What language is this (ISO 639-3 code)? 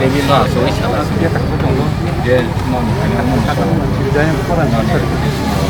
trp